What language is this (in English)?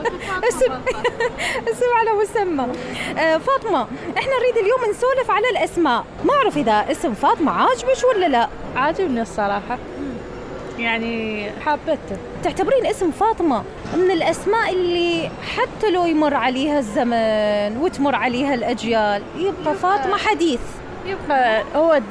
Mesopotamian Arabic